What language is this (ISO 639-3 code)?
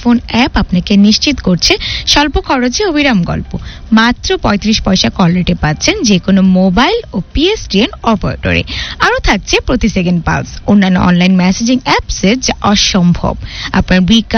ben